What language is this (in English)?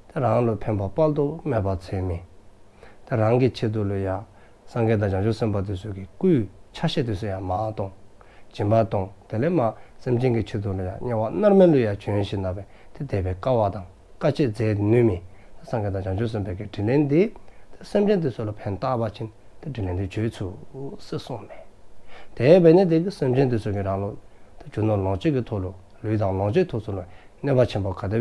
Dzongkha